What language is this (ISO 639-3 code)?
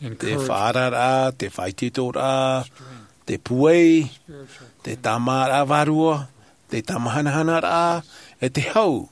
tah